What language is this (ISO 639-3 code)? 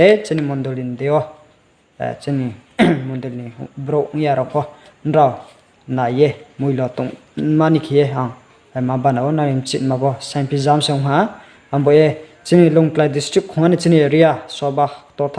ria